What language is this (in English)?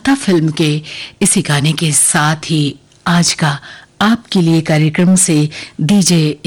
Hindi